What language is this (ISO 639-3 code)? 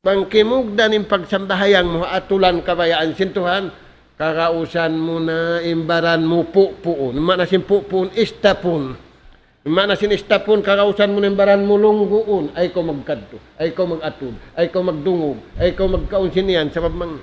tsg